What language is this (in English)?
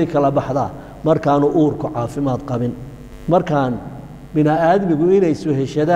Somali